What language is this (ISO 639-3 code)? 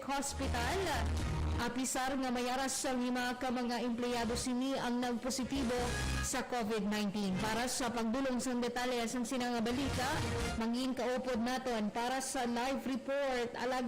hil